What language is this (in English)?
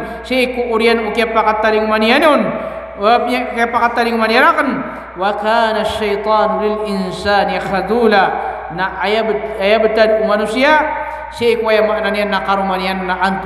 Maranao